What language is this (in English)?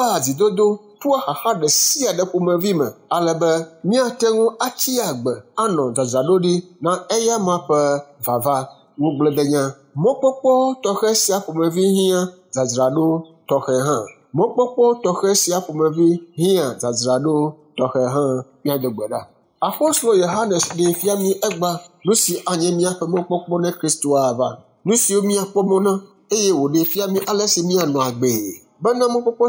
Ewe